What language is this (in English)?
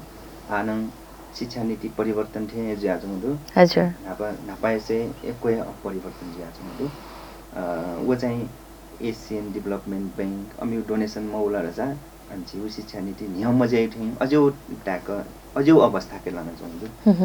Newari